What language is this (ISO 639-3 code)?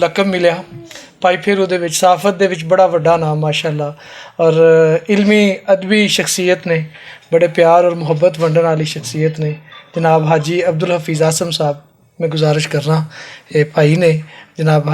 lah